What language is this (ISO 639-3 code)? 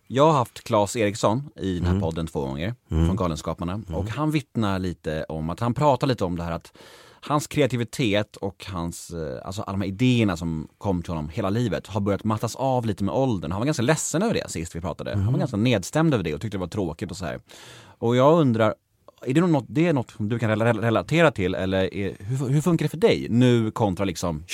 swe